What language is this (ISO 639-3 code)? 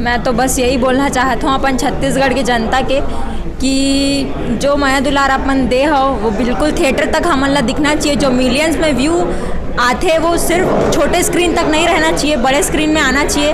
hne